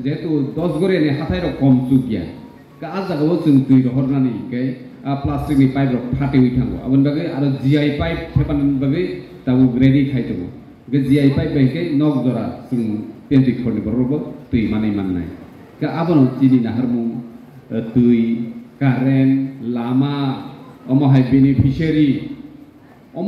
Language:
Kok Borok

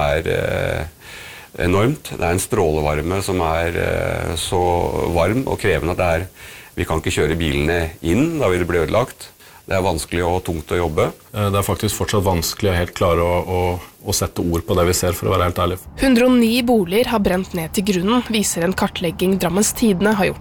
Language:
Norwegian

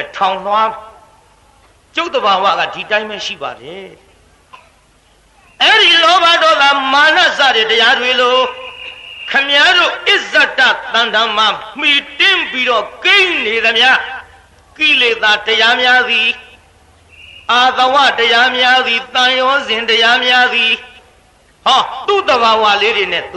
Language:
Burmese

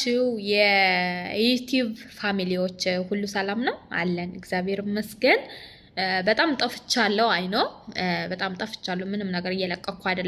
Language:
Amharic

